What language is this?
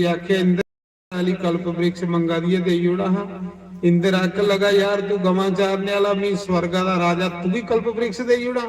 Dogri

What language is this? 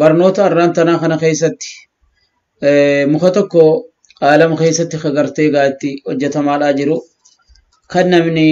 Oromo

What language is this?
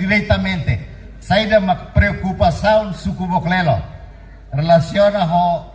Tetum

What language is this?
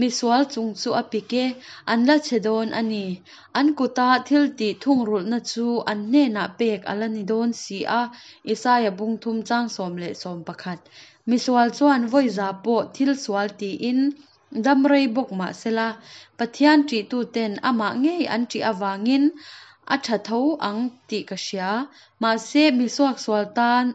Hakha Chin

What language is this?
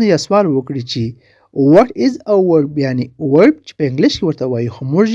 Pashto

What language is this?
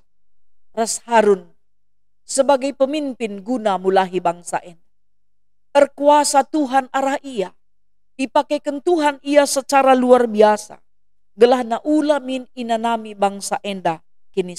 Batak Karo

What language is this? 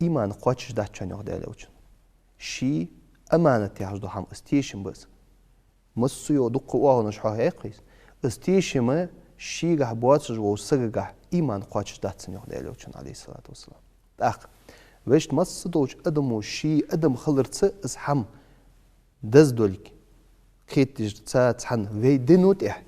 Ingush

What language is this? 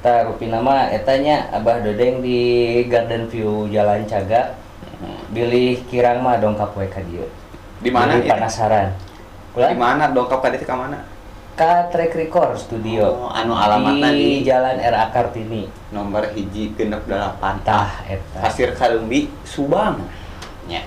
Sundanese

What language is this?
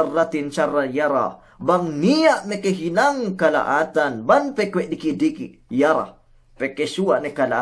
Yakan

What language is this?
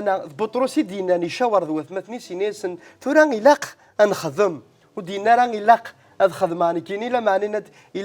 Kabyle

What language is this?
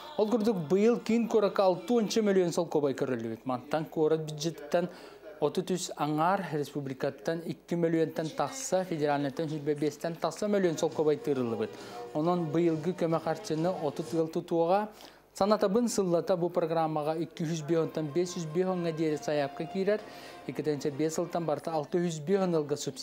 Yakut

